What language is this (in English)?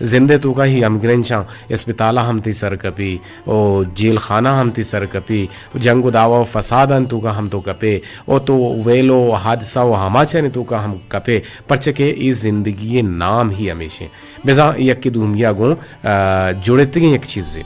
Eastern Balochi